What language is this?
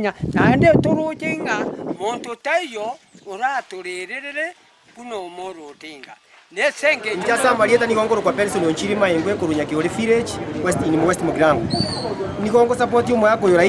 Gusii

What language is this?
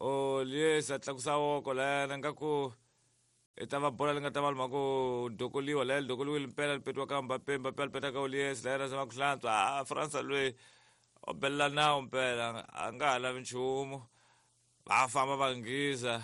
Tsonga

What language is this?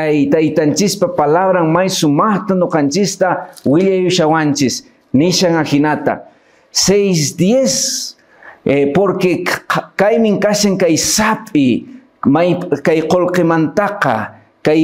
Quechua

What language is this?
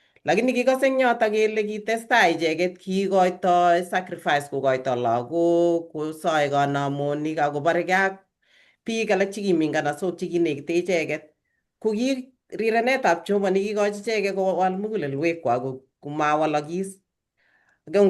Kalenjin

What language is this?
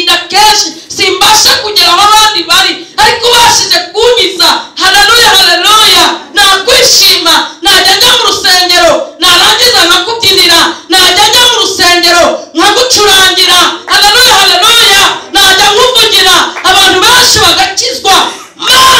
Kinyarwanda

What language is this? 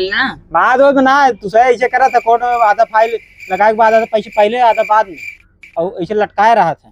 Awadhi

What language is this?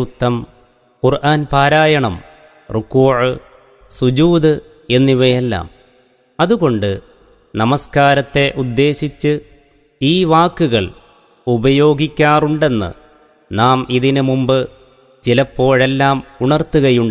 Malayalam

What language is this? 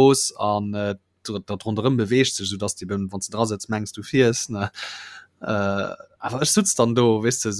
Luxembourgish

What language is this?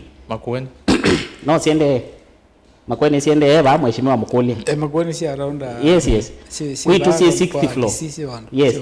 Kamba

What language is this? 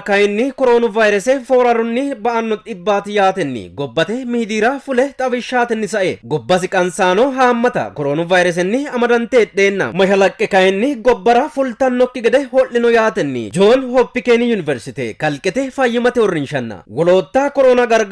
Sidamo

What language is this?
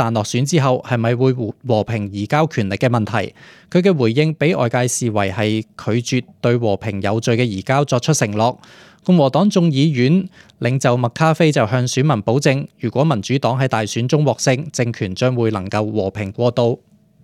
Cantonese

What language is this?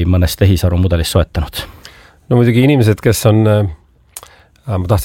Estonian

